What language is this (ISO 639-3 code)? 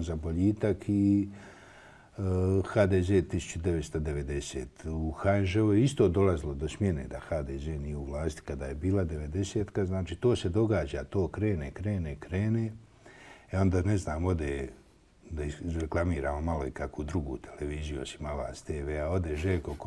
bos